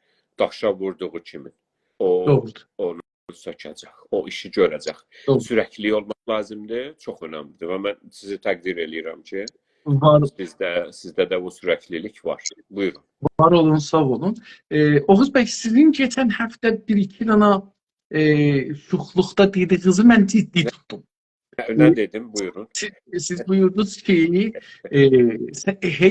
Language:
South Azerbaijani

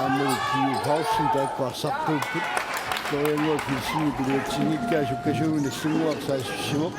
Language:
Kalaallisut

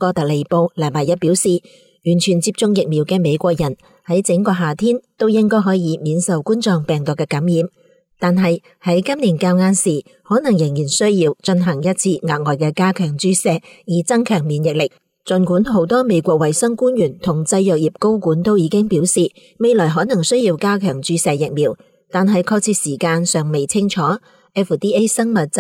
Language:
Cantonese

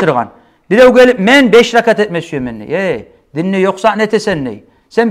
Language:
Kumyk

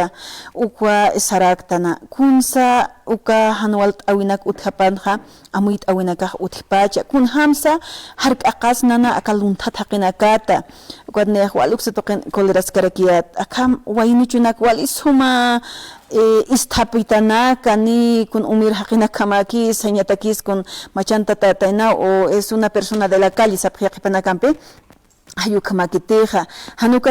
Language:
Aymara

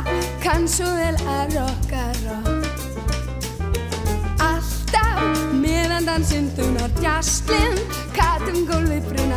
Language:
Icelandic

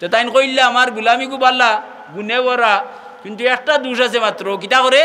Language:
Sylheti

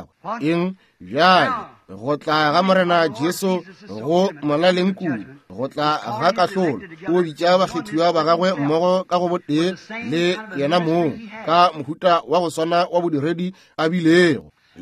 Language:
Northern Sotho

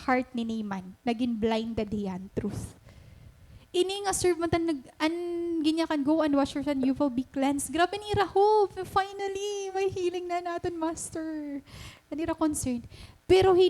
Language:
Waray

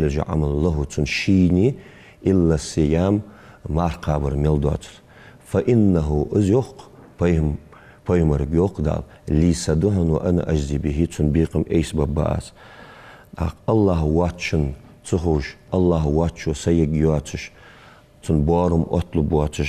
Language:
Ingush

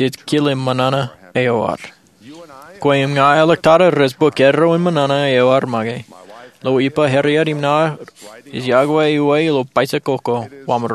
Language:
Marshallese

